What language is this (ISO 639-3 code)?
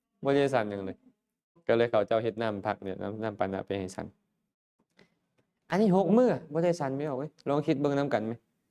lao